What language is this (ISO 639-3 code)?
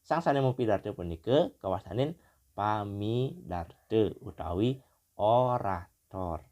ban